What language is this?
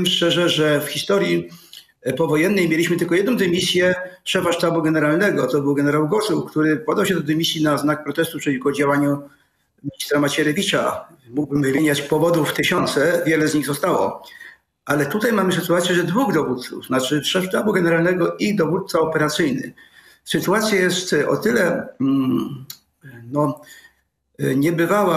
Polish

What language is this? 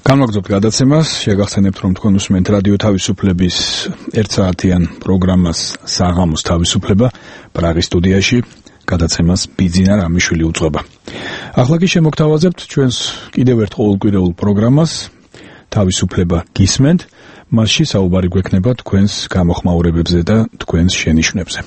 Georgian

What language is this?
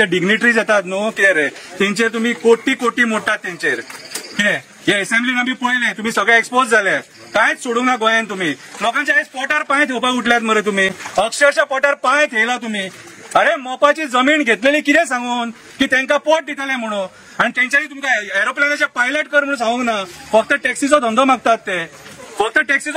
Konkani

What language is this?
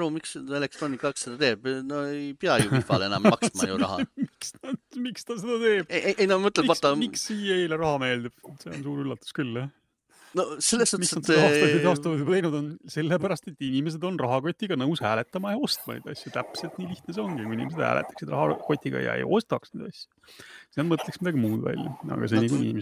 Estonian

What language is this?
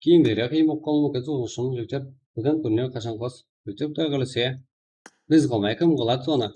Kara-Kalpak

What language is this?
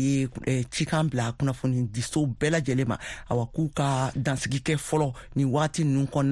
Bambara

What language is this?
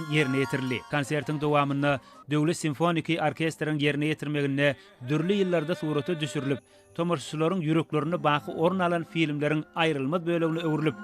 Turkmen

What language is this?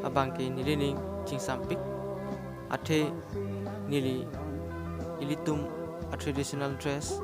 Karbi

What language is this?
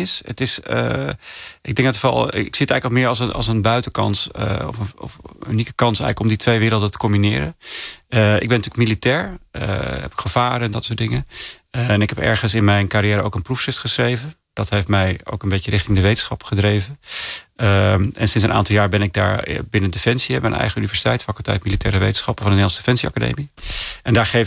Dutch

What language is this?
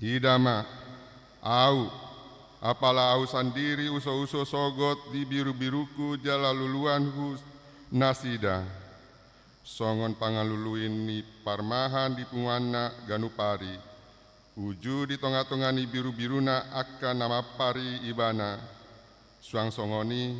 Batak Toba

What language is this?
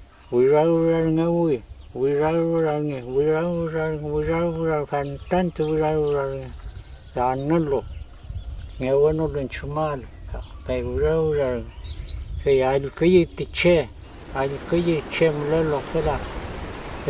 Mapuche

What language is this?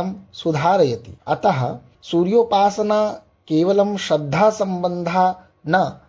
Sanskrit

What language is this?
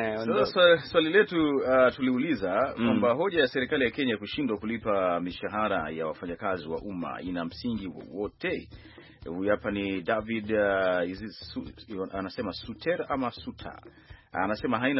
Swahili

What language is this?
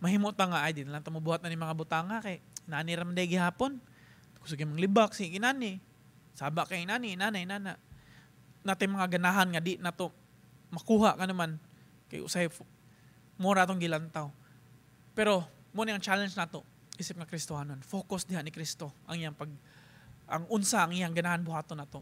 Cebuano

